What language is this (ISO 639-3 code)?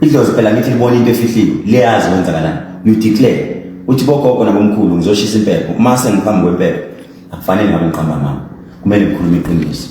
zul